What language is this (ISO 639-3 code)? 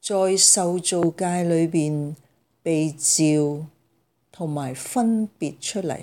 yue